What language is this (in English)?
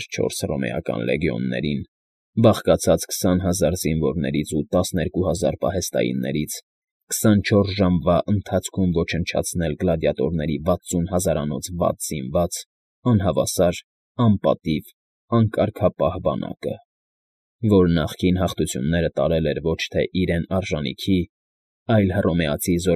Armenian